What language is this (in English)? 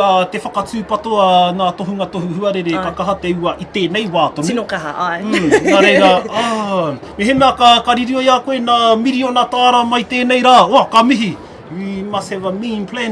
Māori